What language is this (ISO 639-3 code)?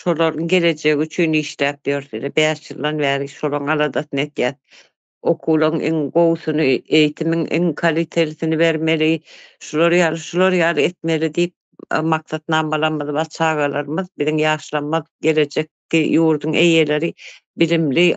tuk